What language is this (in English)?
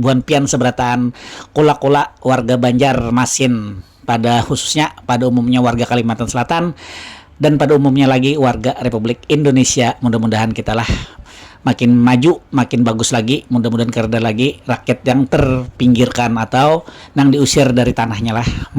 Banjar